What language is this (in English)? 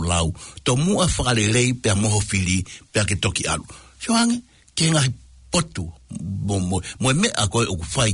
Tongan